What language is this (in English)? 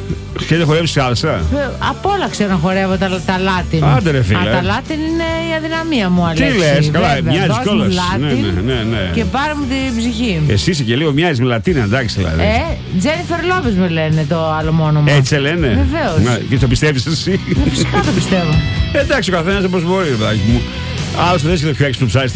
Greek